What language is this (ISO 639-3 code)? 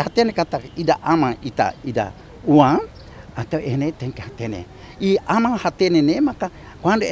tet